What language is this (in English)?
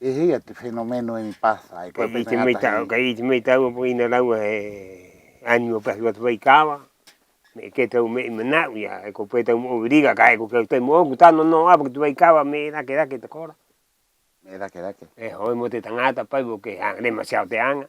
Rapanui